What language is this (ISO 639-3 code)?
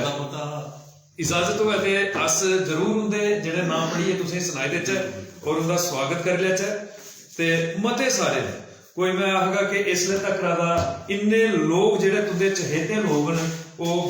doi